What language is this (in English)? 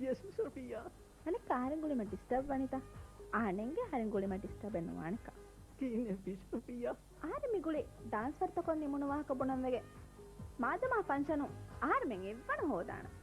Divehi